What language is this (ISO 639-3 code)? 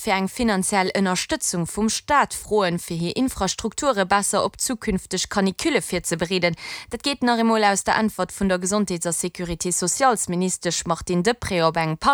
ltz